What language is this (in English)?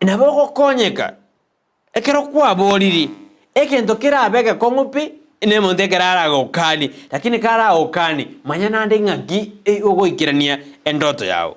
Gusii